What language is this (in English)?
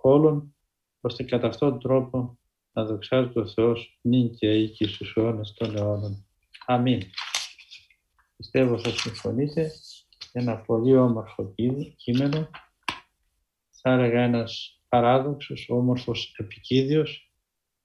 Greek